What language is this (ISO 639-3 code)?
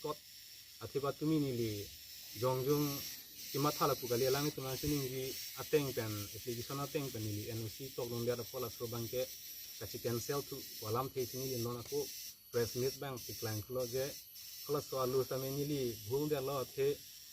mjw